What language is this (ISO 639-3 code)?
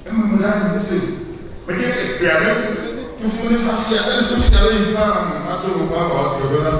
ewe